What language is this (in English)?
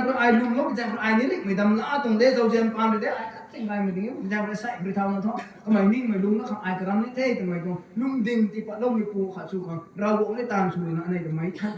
Rongmei Naga